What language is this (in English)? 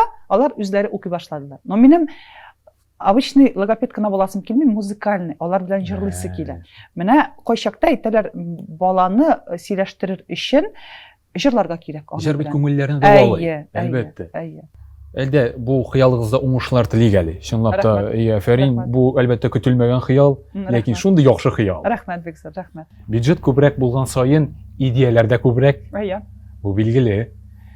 Tatar